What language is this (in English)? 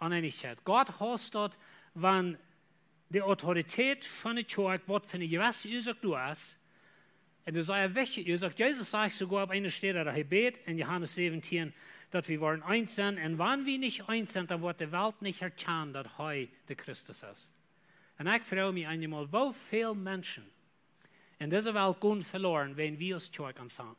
Plautdietsch